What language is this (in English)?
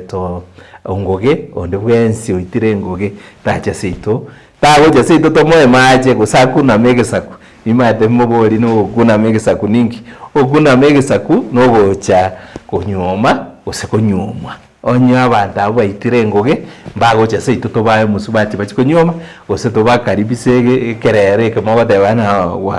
Gusii